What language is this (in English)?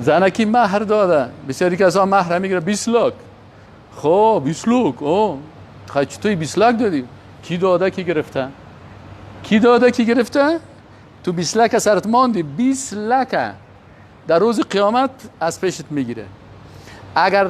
Persian